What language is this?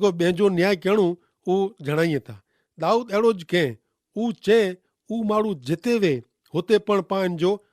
Kachhi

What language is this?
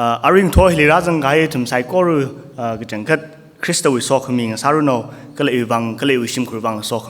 Tangkhul Naga (India)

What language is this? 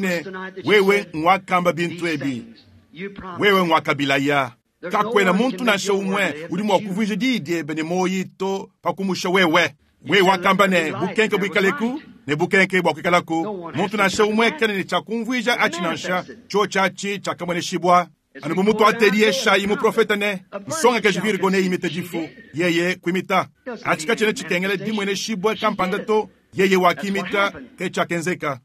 Luba-Lulua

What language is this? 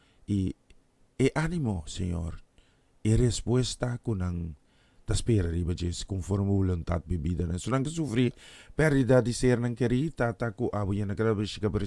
Papiamento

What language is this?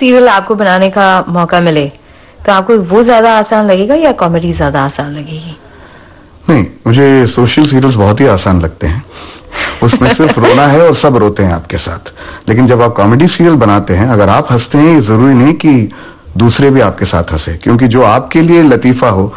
Hindi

